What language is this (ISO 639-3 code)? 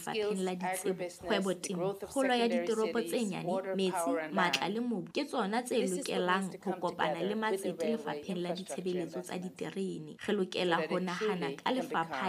sot